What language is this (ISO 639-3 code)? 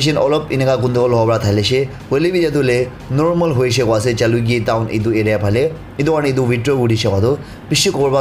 nag